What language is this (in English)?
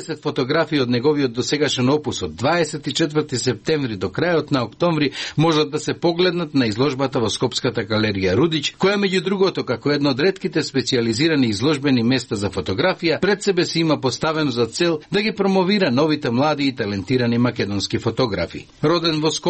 Macedonian